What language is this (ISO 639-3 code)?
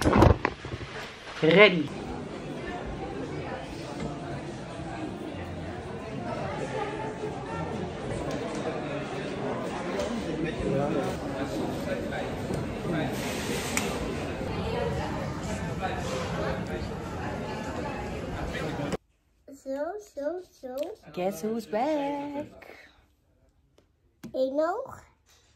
nld